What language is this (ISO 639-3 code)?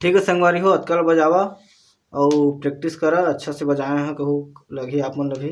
hne